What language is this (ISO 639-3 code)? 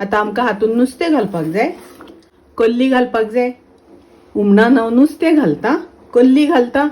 kok